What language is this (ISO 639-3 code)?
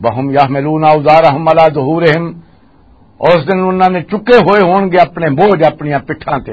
lah